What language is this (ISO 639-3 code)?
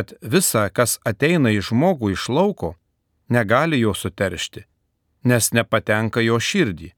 lit